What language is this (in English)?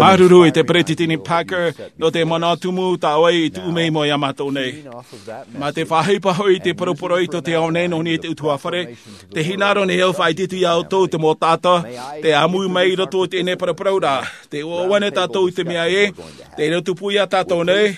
Tahitian